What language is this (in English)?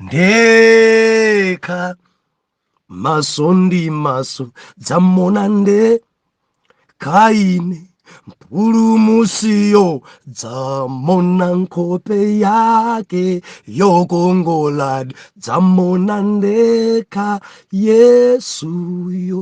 Nyanja